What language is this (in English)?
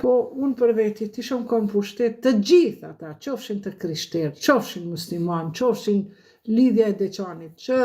Albanian